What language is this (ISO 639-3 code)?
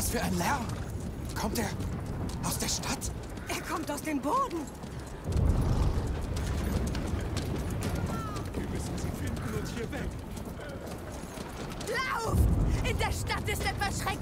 deu